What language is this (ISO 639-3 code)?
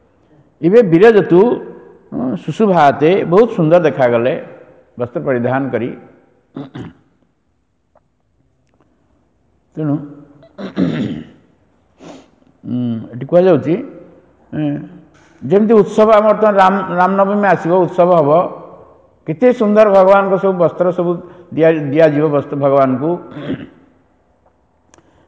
ori